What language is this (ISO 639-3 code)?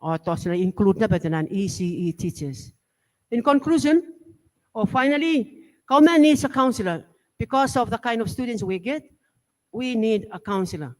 gil